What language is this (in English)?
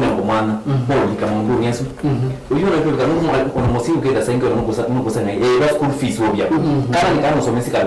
Kamba